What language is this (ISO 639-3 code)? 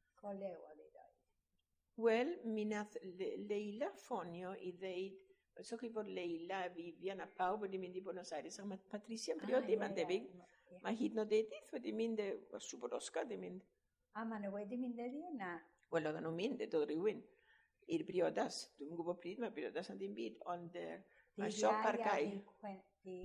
cym